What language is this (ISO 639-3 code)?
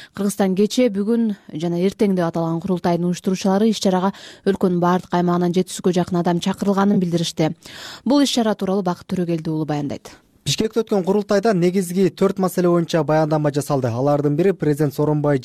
kir